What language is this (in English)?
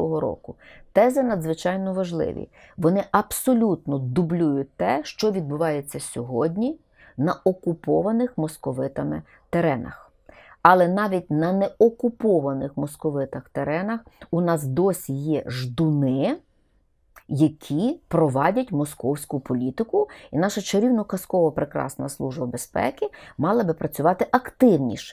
Ukrainian